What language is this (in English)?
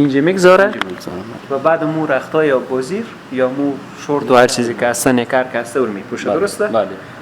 Persian